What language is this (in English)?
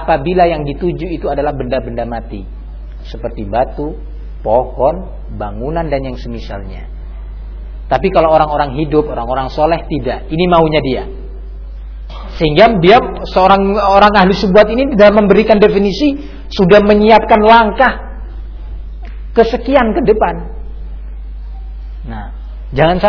Indonesian